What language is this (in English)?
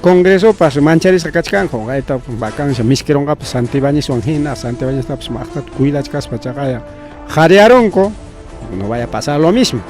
Ayacucho Quechua